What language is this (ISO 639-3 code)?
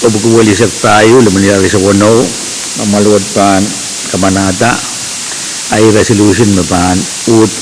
pon